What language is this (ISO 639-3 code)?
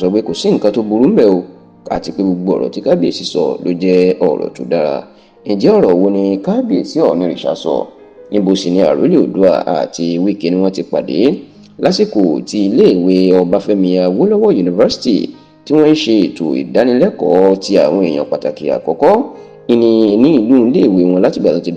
yor